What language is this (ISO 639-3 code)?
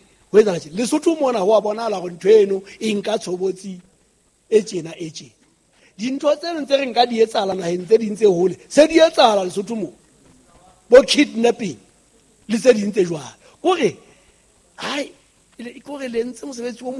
sot